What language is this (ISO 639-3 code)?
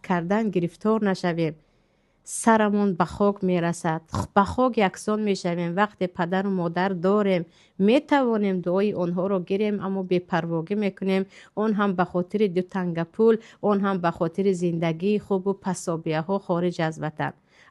tgk